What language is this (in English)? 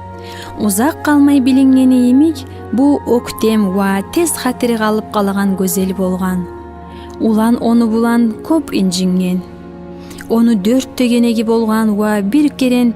Kumyk